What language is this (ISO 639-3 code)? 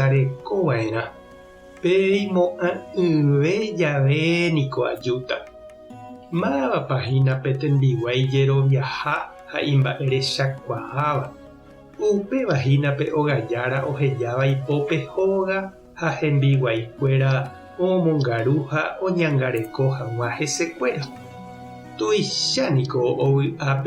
grn